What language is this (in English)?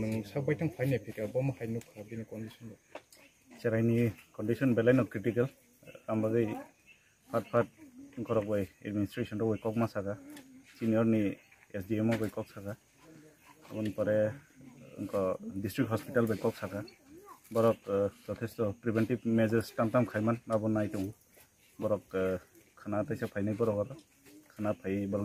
Riang (India)